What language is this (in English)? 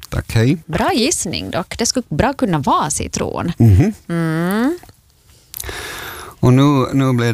Swedish